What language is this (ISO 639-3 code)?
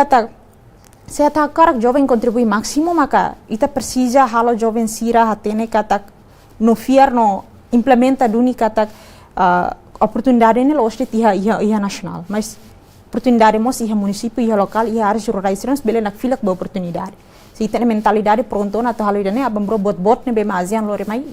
tet